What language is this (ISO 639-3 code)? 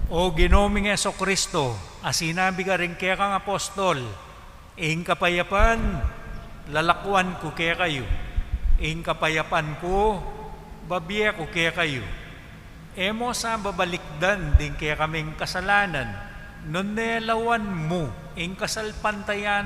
pam